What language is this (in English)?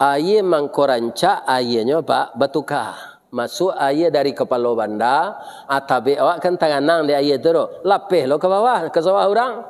Minangkabau